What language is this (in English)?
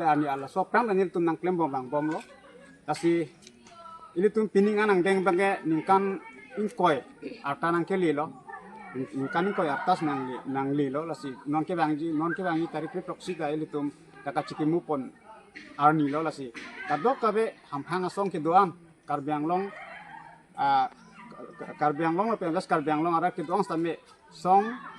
Karbi